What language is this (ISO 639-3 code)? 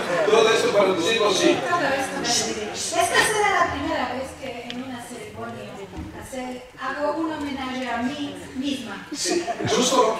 lad